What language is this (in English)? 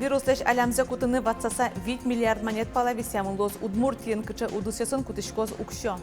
Udmurt